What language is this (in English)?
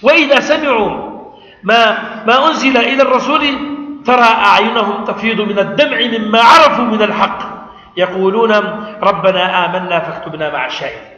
Kurdish